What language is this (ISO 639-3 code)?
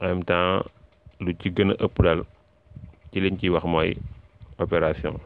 wol